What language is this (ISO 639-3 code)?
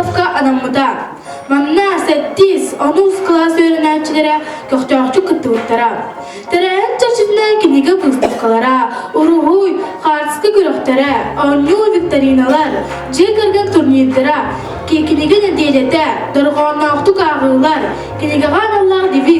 sah